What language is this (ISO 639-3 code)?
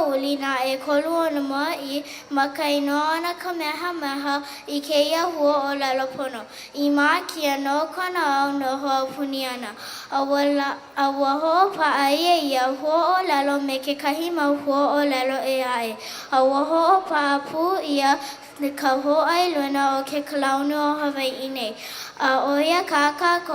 haw